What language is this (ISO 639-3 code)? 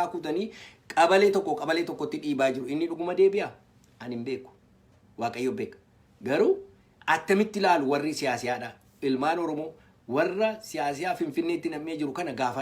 orm